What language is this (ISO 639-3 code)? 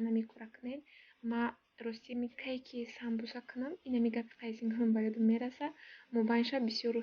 tgk